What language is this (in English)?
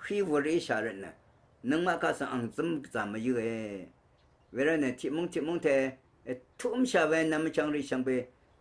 Rawang